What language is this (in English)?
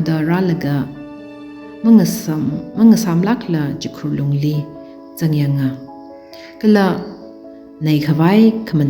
Tangkhul Naga (India)